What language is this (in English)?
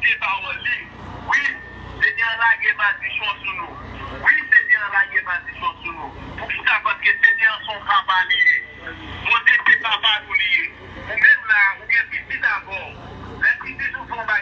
Haitian Creole